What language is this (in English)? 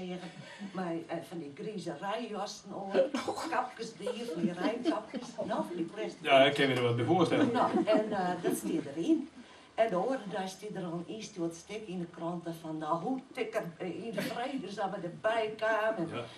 Western Frisian